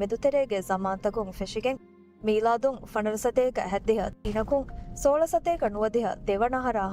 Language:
Divehi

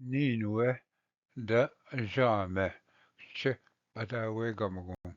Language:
Ojibwa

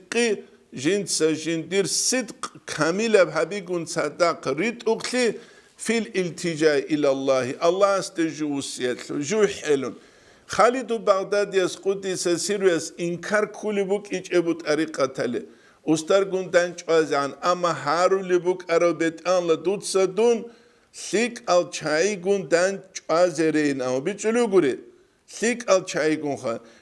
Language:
Avaric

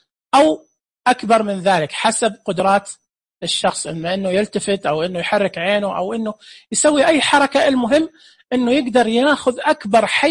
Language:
Najdi Arabic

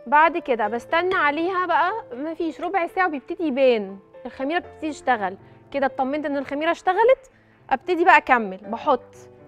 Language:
Egyptian Arabic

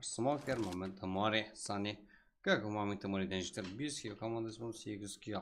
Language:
Kara-Kalpak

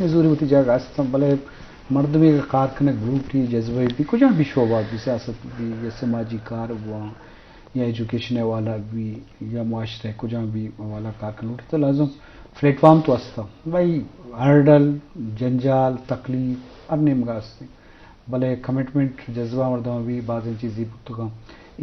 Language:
Eastern Balochi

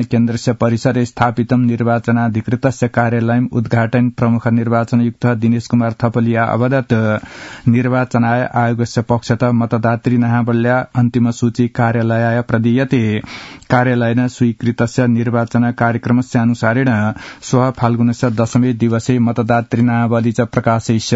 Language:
Sanskrit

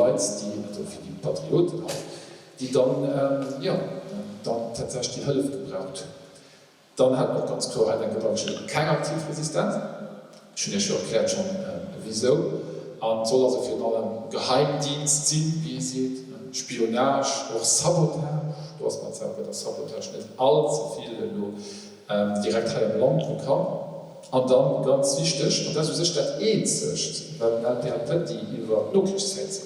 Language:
Luxembourgish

